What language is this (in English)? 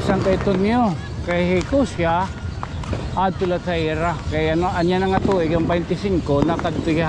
Waray